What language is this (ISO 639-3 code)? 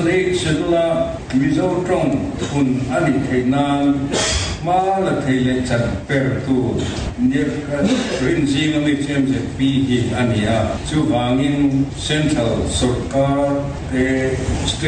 lus